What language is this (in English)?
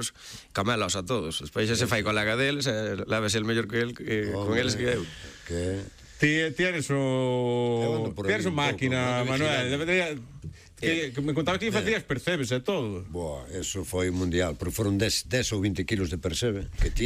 Galician